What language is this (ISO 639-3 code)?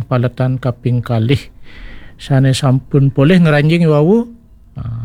ban